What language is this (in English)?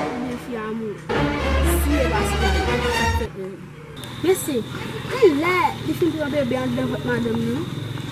Haitian Creole